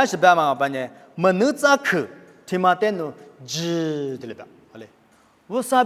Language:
Lisu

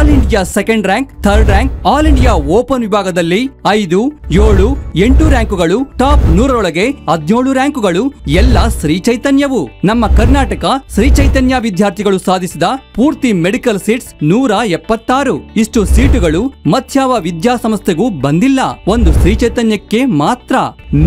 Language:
Kannada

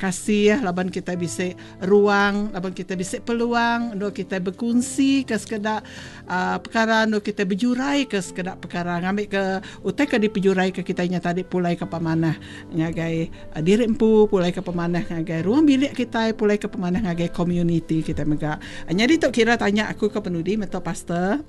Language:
Iban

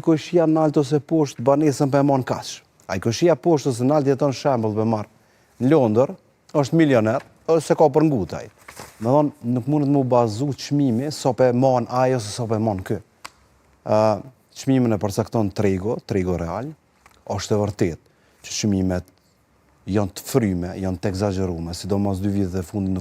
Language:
Albanian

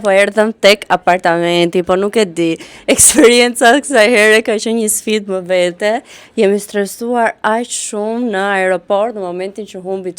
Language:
Albanian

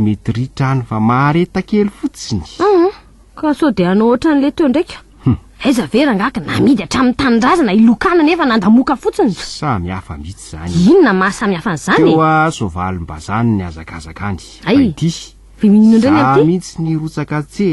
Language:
Malagasy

